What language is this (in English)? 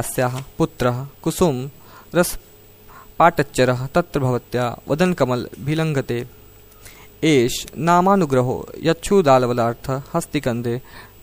Sanskrit